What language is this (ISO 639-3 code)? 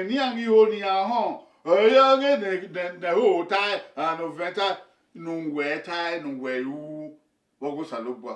bin